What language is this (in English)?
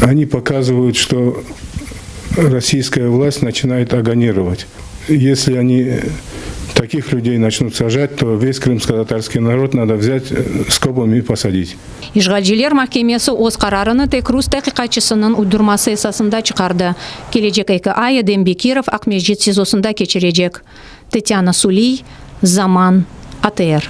Crimean Tatar